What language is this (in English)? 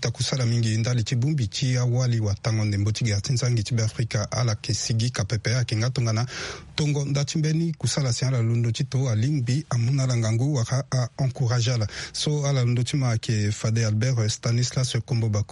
Sango